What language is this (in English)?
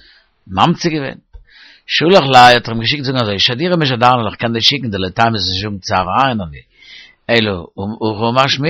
Yiddish